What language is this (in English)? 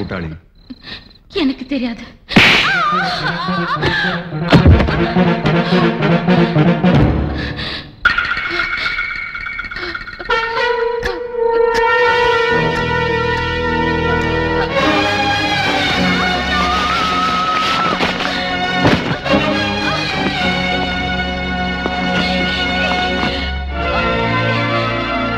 Tamil